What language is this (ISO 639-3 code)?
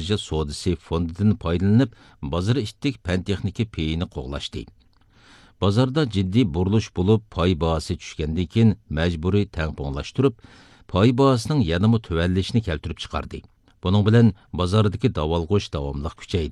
uig